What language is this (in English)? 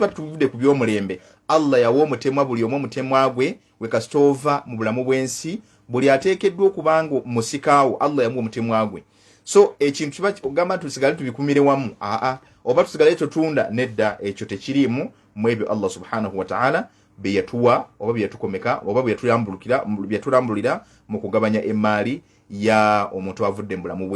Ganda